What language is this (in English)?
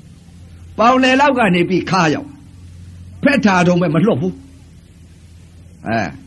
Burmese